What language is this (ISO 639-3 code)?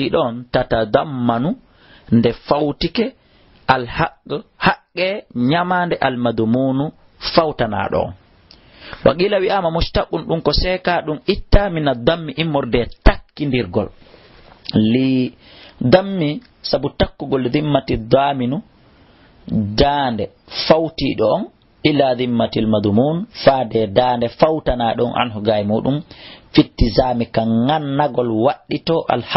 ful